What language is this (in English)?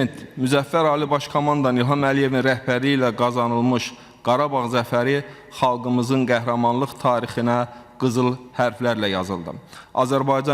Azerbaijani